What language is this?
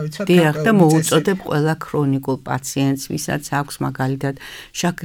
Georgian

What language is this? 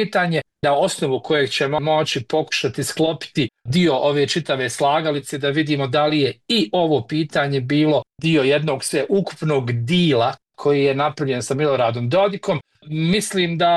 Bosnian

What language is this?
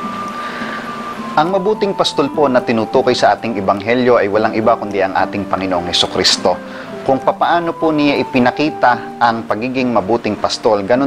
Filipino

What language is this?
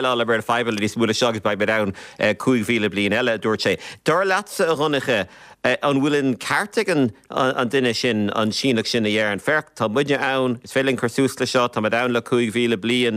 Irish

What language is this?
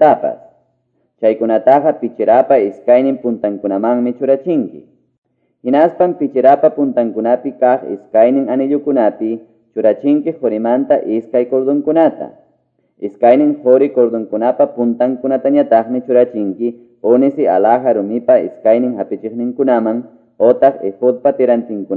Ayacucho Quechua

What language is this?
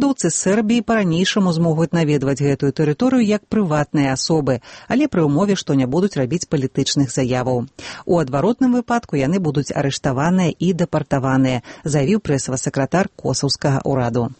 Belarusian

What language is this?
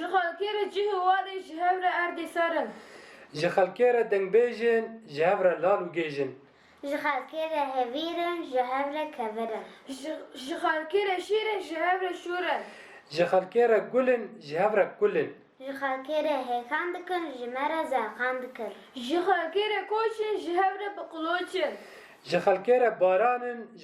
Kurdish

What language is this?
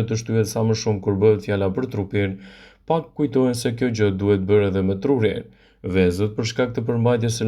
Albanian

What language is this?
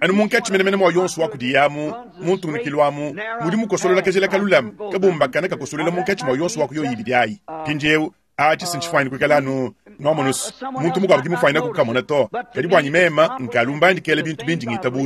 Luba-Lulua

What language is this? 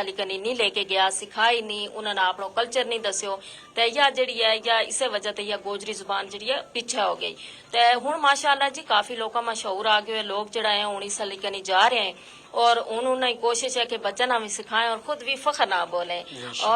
Gujari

